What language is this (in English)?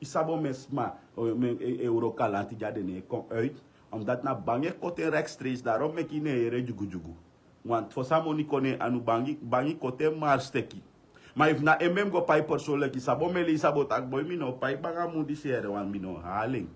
Sranan Tongo